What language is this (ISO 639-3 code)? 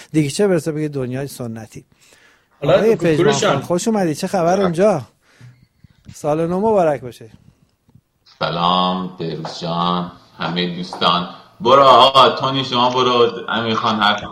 fas